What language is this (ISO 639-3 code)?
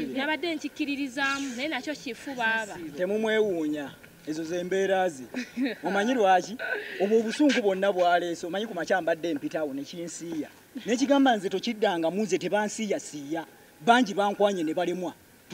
lug